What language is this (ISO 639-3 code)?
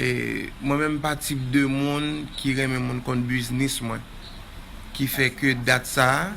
hat